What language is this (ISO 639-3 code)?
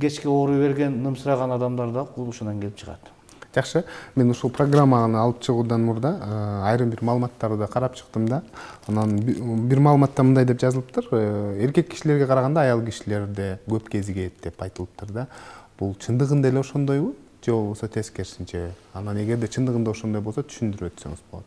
kir